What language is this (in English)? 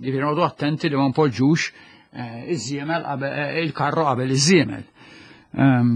Maltese